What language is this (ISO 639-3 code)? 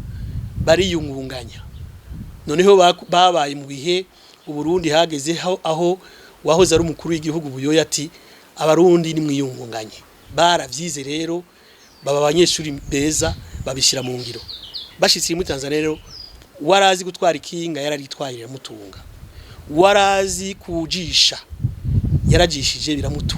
run